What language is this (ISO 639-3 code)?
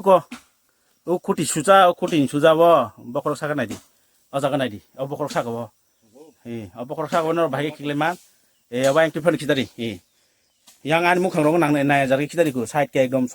trp